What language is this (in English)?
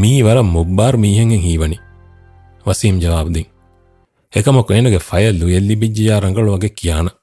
Divehi